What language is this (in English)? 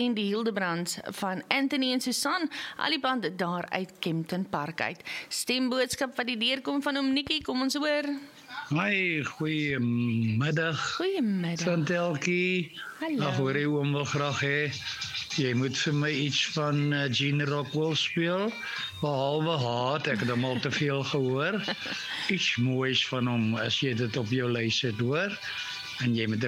Afrikaans